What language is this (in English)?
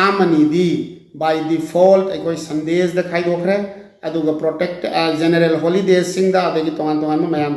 Manipuri